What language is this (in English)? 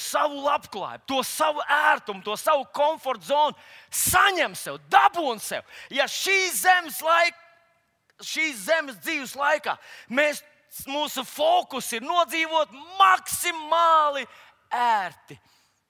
Latvian